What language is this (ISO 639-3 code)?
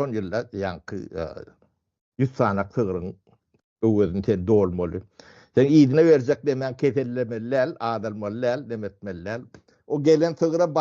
tuk